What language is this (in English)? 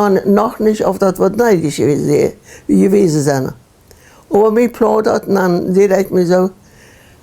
Plautdietsch